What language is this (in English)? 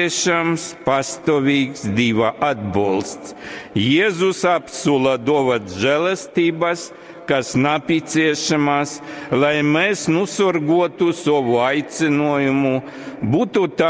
Latgalian